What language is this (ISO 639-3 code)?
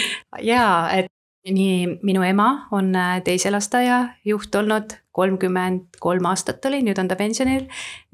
est